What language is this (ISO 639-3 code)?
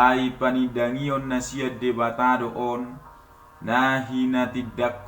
bbc